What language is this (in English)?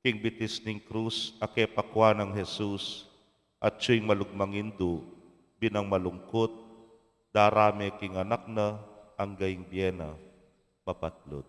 Pampanga